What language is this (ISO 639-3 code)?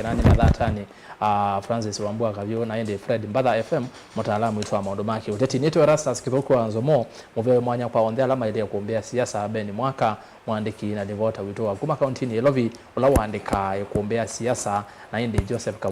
kam